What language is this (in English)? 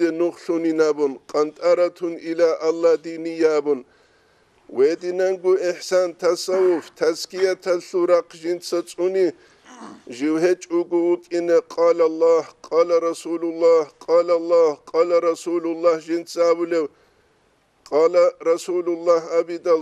Avaric